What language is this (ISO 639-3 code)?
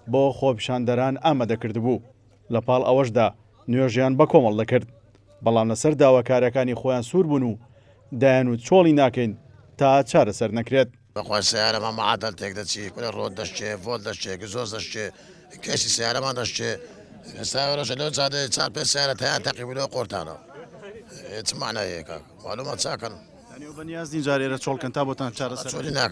ckb